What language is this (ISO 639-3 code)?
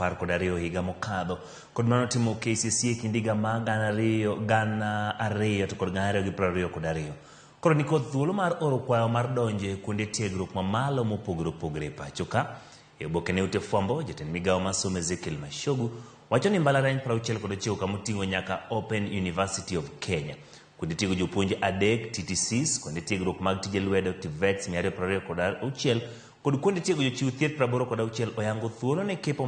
luo